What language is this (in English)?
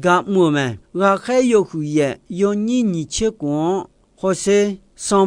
Akha